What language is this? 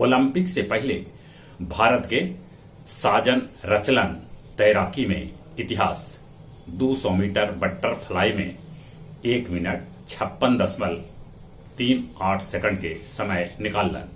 Magahi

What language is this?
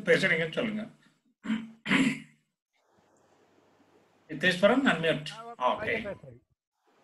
Tamil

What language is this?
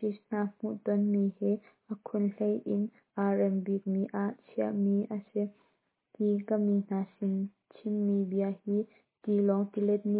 Hakha Chin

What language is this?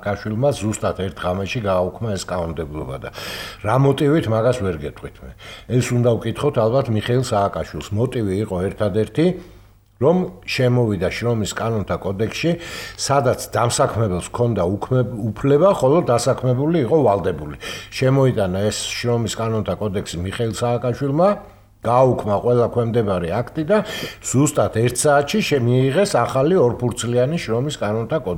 Georgian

